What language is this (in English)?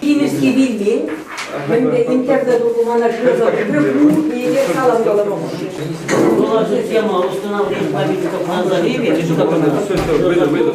Chuvash